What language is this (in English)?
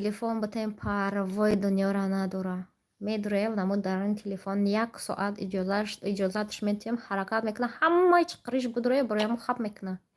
Tajik